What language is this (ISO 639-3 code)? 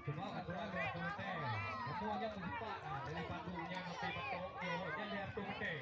ace